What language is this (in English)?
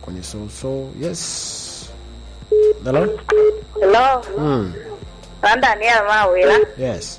Lango (Uganda)